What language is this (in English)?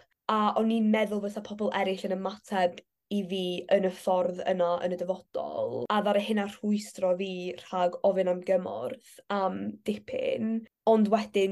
Welsh